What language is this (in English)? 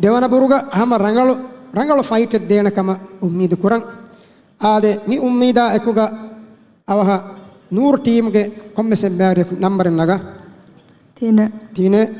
Divehi